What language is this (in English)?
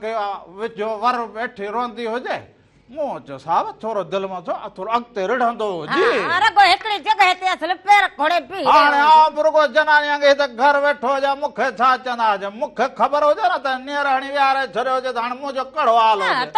Sindhi